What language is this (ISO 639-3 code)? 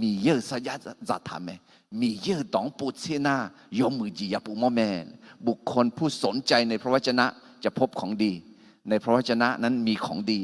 ahk